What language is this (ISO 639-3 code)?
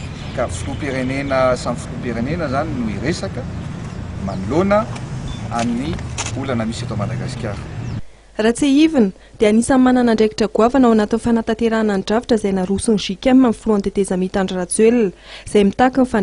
mlg